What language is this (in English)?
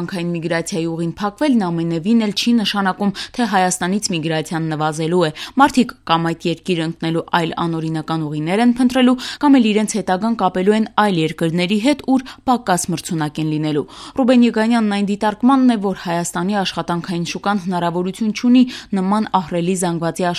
Armenian